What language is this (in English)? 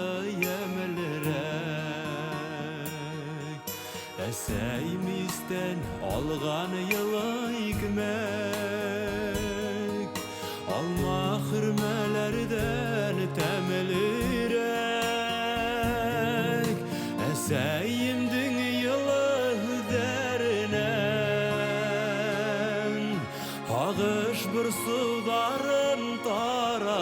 Bashkir